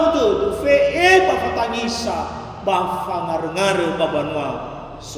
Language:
Nias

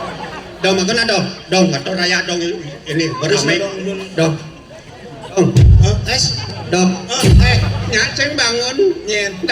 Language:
Balinese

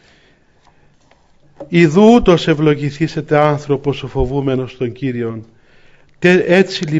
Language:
Greek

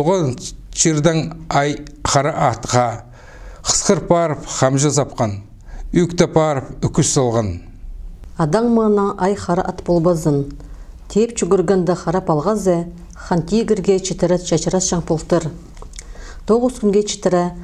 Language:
Khakas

